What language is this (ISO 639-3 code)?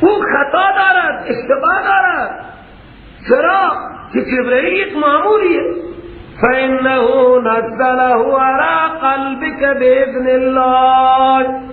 fas